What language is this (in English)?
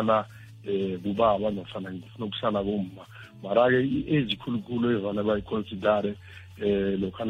South Ndebele